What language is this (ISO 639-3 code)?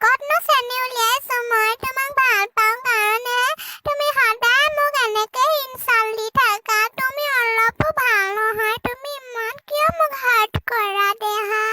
asm